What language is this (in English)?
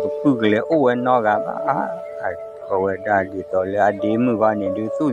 S'gaw Karen